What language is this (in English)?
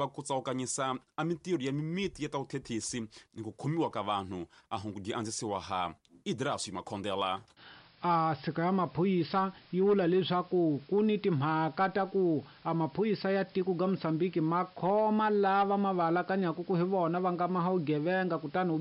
Tsonga